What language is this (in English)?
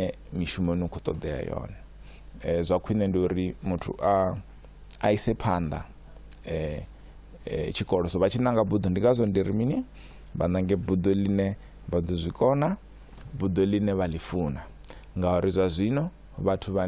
Venda